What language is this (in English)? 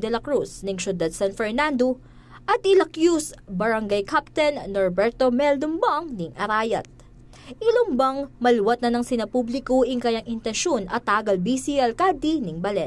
Pampanga